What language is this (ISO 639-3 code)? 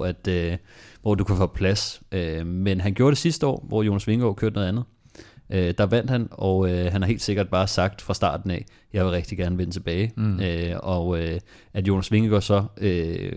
dan